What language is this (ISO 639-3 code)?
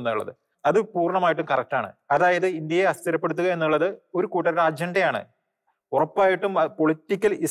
mal